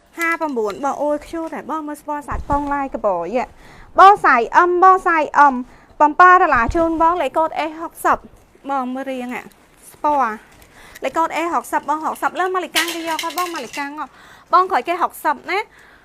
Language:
Khmer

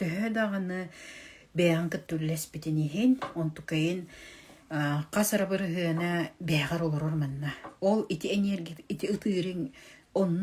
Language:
Yakut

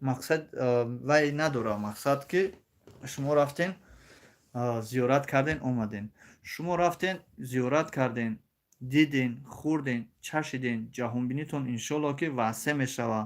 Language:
Tajik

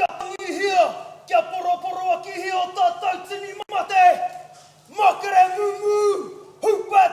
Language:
Māori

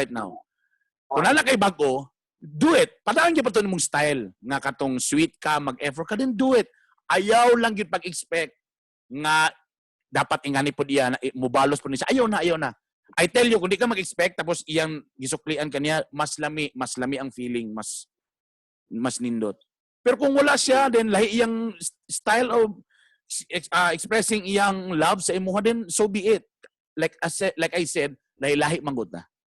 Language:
Cebuano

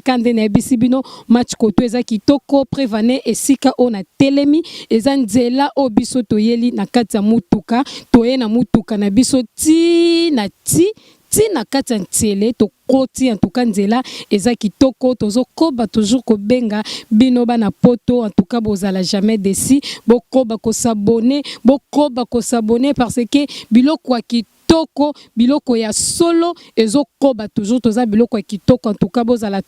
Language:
Lingala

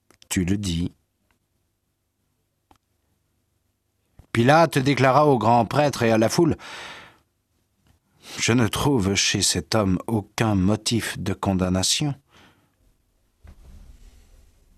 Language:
French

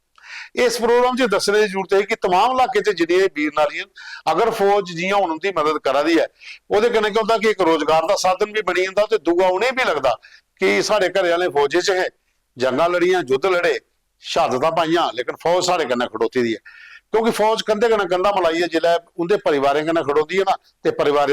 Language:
Dogri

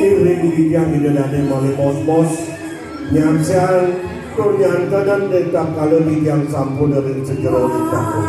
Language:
Balinese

